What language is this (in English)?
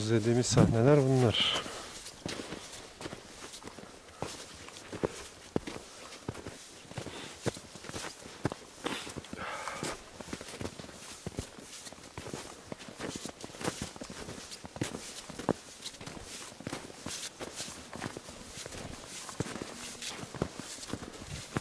Turkish